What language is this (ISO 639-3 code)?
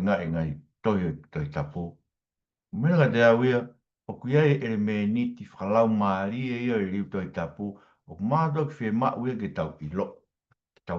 ton